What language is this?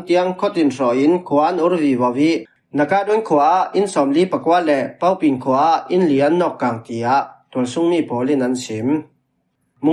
Falam Chin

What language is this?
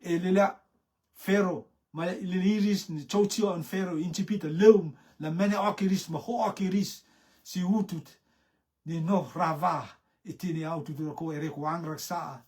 Rotuman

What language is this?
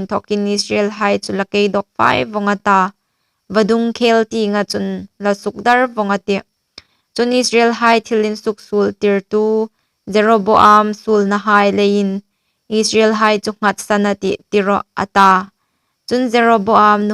Hmar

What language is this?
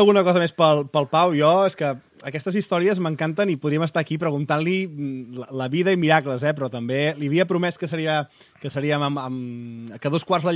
Catalan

